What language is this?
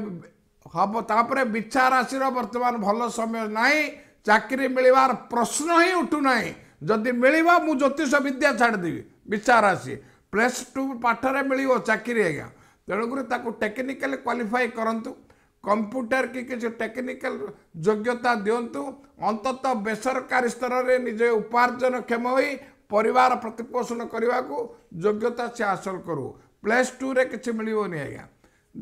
Odia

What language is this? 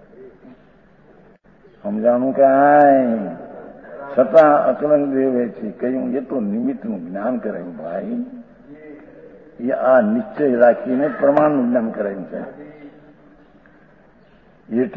Gujarati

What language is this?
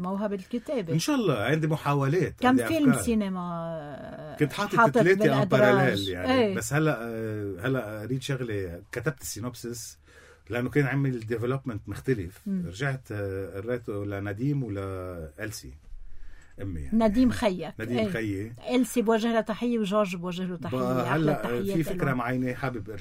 North Levantine Arabic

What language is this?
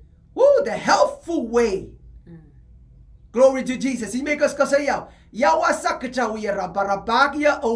Pohnpeian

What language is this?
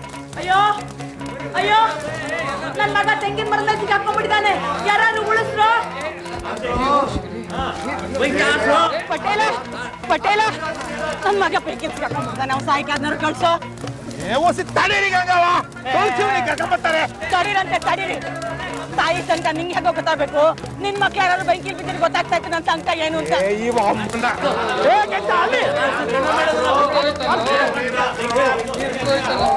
Kannada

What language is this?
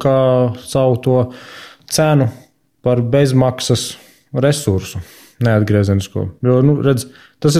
Latvian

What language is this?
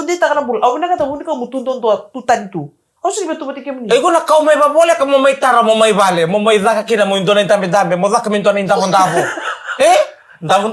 Fijian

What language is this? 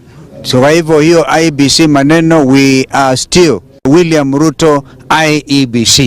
Gusii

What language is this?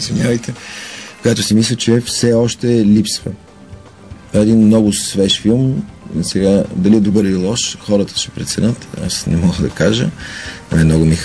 Bulgarian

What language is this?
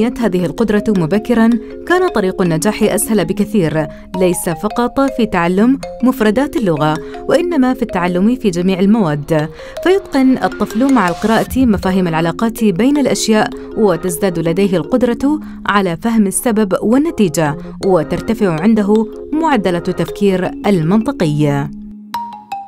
Arabic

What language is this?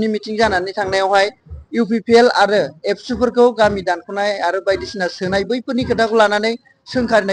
Bodo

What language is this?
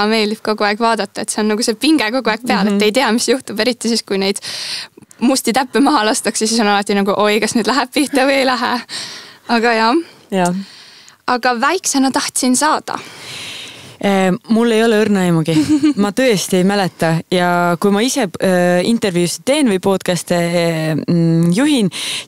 Estonian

